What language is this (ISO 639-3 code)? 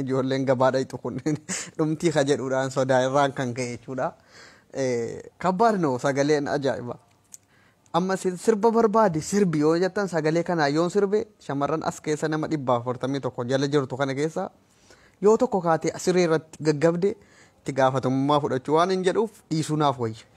orm